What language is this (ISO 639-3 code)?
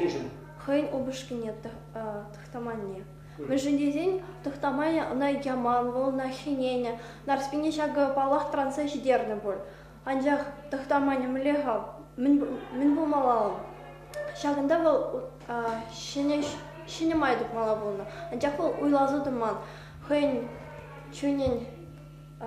chv